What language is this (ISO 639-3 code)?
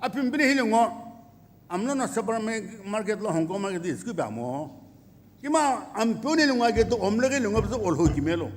nsm